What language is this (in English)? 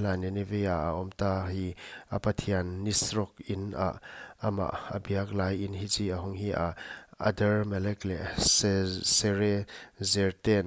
Paite Chin